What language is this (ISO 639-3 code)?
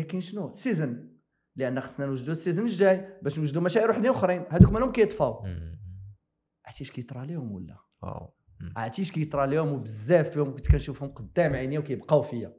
ary